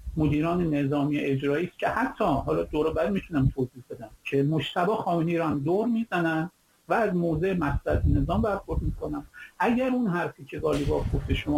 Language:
Persian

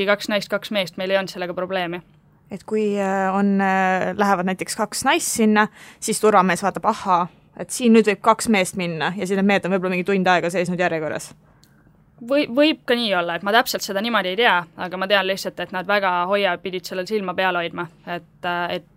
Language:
Estonian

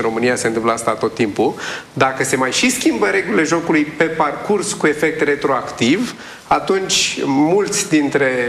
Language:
Romanian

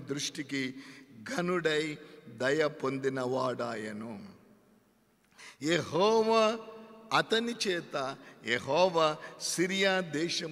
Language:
Telugu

